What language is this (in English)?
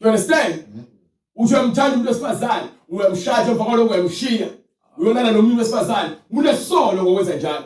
Zulu